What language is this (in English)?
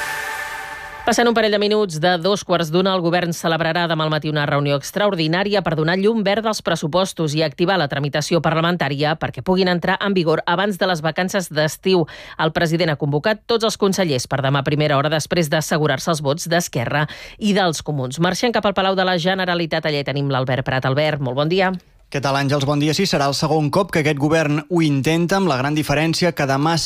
Catalan